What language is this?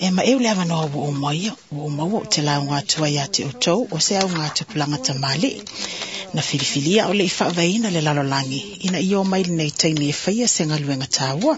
Samoan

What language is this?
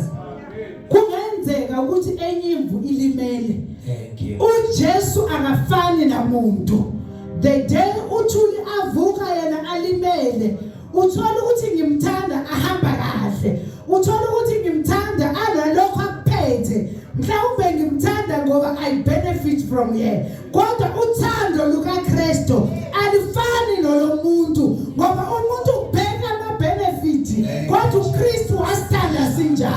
Zulu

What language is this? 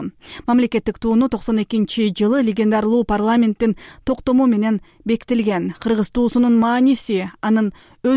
Kyrgyz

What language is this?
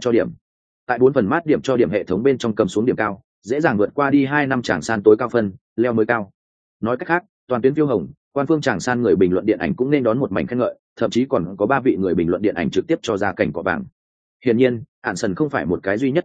Vietnamese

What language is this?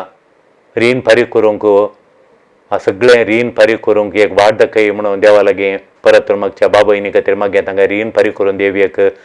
Konkani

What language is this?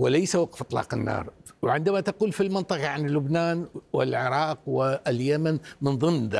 Arabic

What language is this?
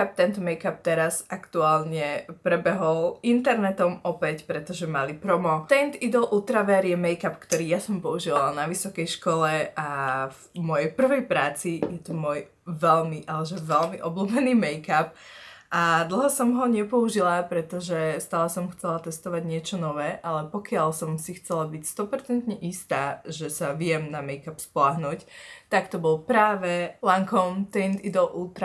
Slovak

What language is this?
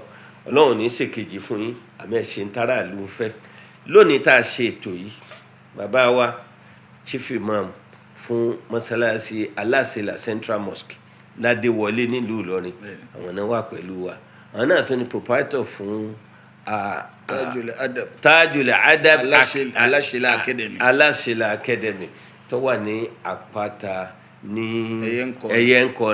Yoruba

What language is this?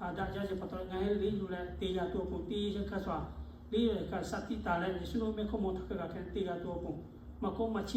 Lahu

